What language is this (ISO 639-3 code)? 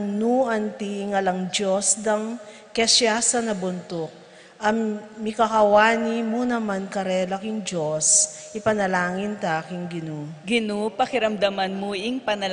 pam